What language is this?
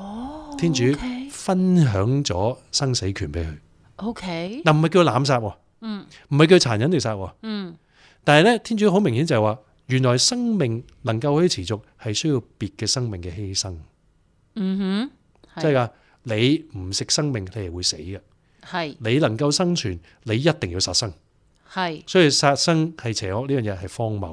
Cantonese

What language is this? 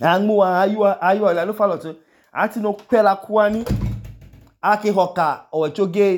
Idoma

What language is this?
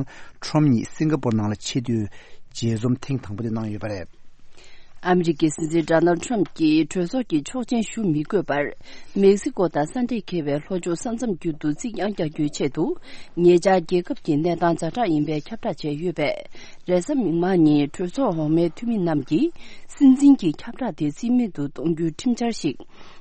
Tibetan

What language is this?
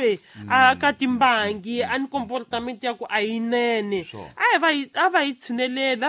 Tsonga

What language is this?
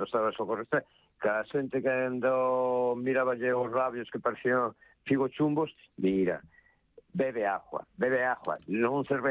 Galician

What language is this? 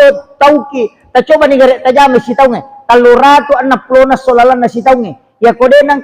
Buginese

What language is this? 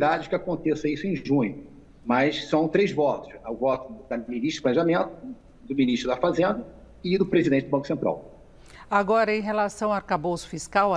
Portuguese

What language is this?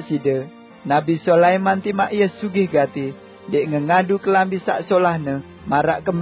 Sasak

